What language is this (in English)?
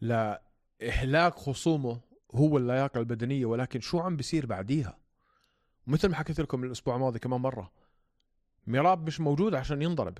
North Levantine Arabic